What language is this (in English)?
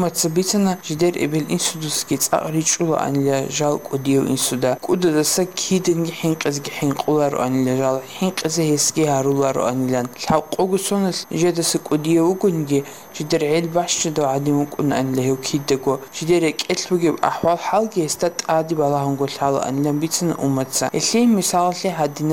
Avaric